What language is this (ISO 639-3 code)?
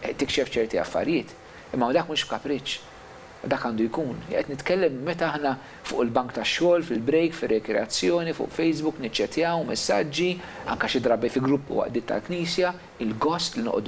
mlt